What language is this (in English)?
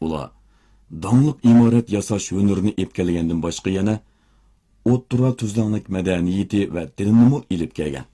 Uyghur